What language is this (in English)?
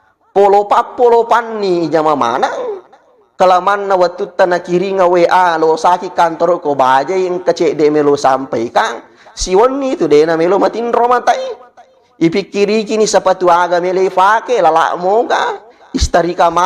Buginese